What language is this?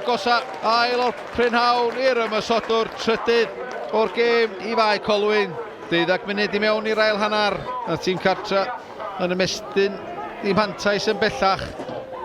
Welsh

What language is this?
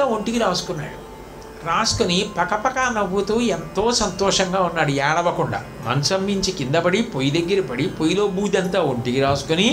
Telugu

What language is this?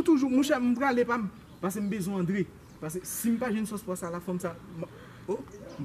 Haitian Creole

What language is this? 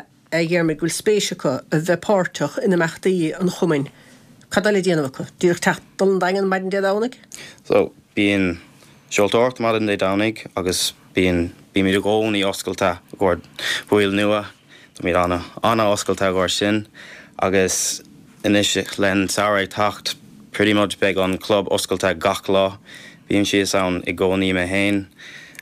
Irish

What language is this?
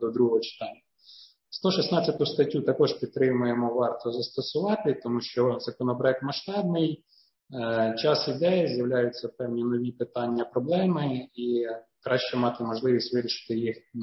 Ukrainian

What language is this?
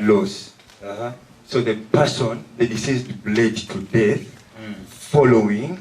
Nyankole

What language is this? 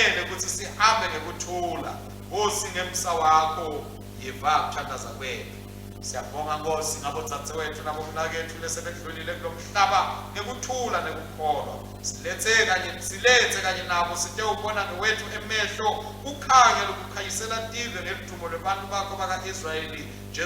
Swati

